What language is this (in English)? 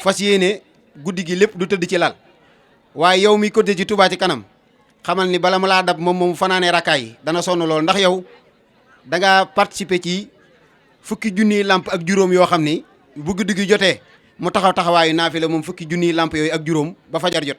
Wolof